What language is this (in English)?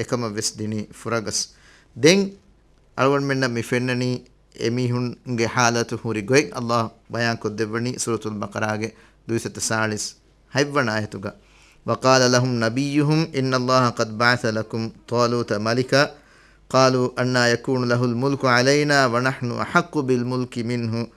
Divehi